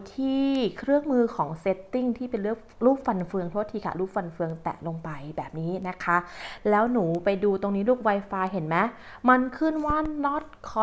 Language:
Thai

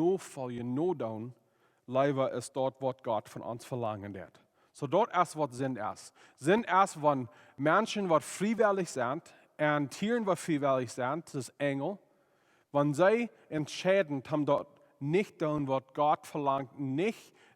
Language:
Plautdietsch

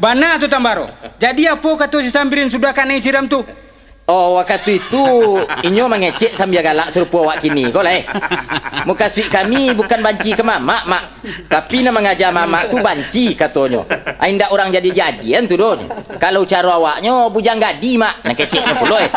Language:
Minangkabau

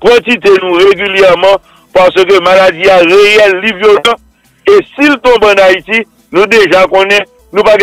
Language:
Haitian Creole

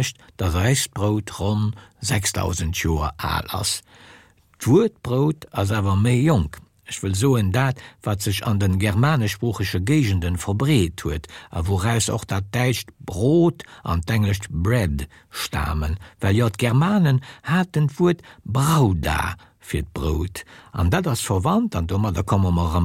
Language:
Luxembourgish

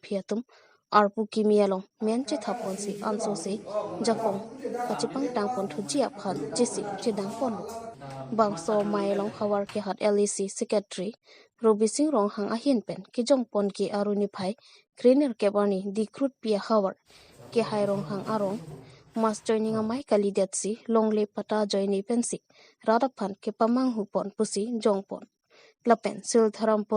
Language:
Karbi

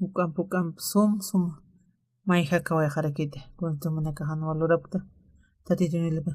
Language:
Aymara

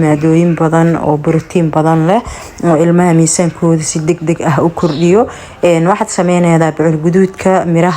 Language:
Somali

